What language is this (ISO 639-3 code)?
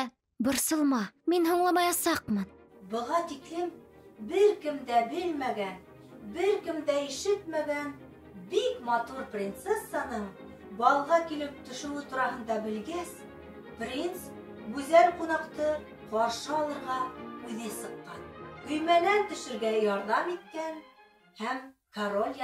bak